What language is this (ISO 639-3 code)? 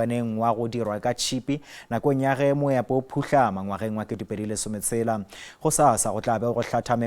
nso